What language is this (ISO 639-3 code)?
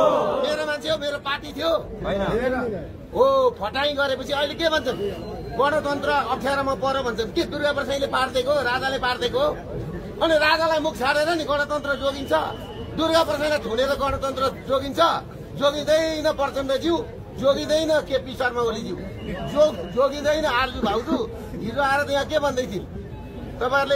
nep